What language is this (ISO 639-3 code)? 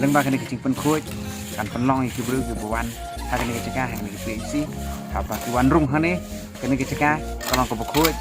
kha